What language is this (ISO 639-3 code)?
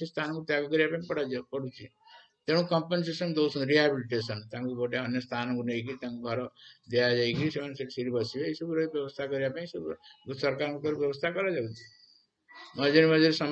ori